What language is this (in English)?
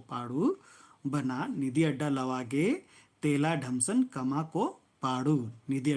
Kurukh